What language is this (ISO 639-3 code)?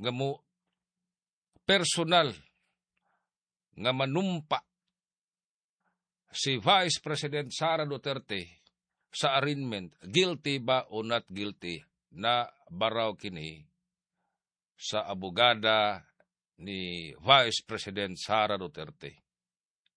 ceb